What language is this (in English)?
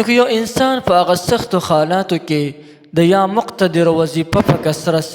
Pashto